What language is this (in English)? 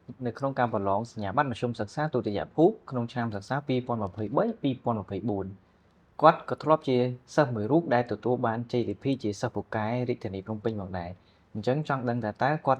Khmer